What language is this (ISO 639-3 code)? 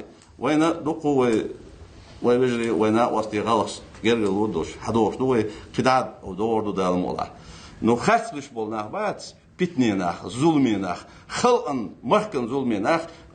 inh